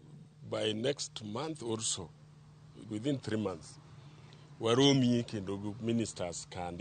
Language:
Luo (Kenya and Tanzania)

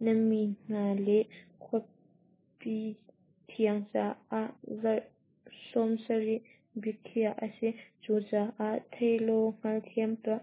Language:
Hakha Chin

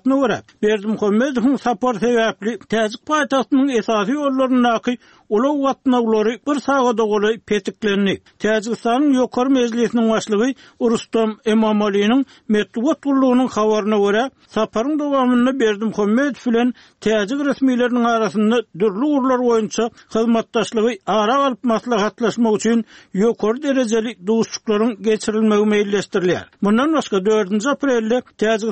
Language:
Turkmen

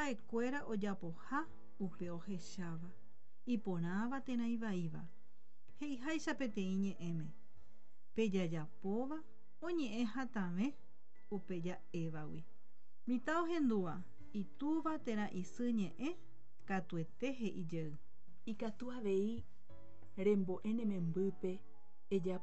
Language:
Guarani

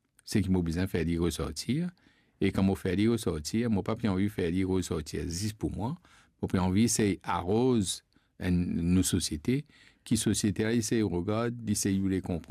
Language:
Morisyen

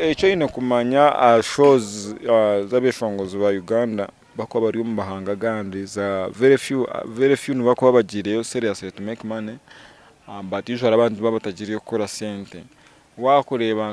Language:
Nyankole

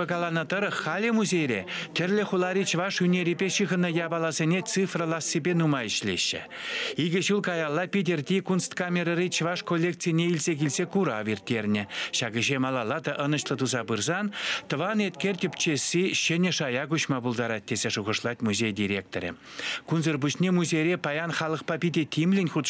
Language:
Chuvash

